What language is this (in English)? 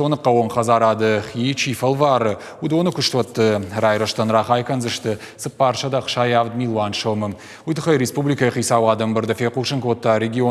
Ossetic